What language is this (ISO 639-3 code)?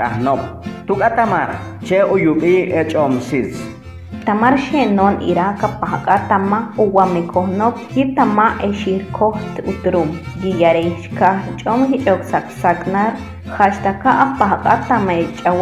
caa